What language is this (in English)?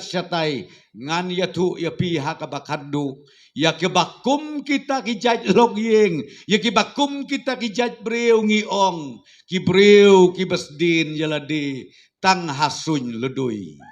Khasi